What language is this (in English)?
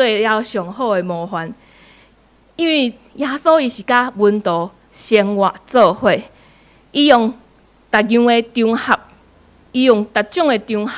Min Nan Chinese